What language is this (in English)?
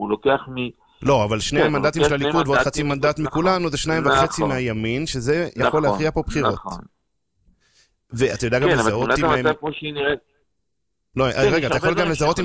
Hebrew